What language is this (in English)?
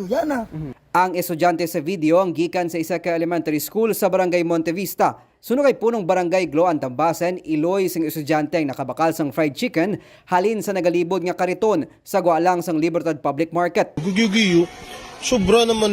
Hiligaynon